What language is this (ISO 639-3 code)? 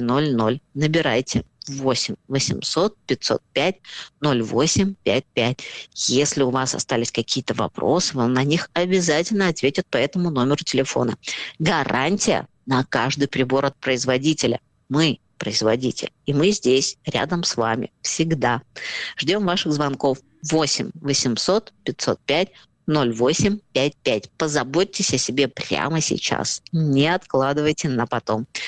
rus